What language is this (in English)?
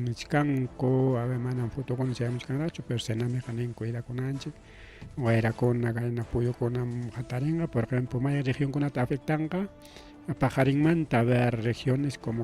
Ayacucho Quechua